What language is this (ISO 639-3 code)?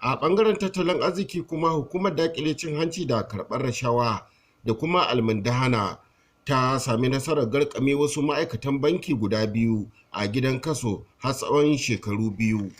hau